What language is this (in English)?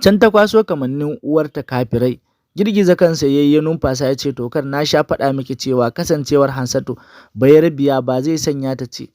Hausa